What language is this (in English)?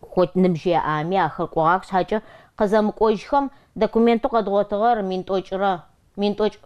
Adyghe